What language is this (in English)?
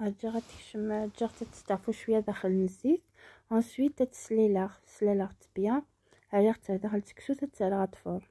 Kabyle